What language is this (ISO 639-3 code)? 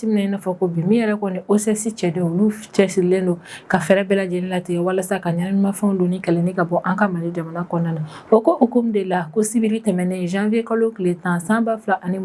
bam